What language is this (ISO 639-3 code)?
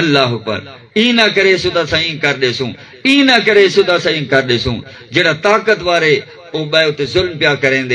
skr